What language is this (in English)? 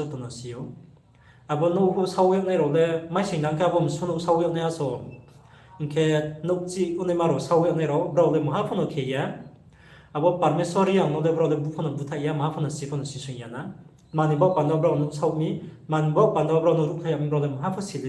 Riang (India)